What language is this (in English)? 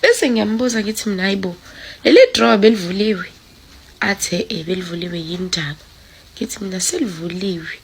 Zulu